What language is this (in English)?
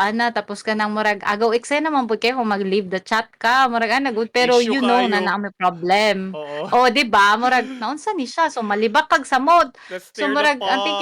Cebuano